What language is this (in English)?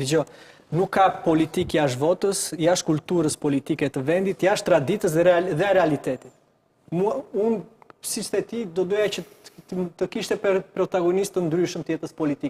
Albanian